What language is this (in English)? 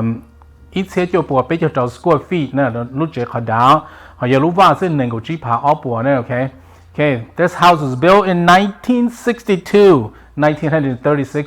Hmong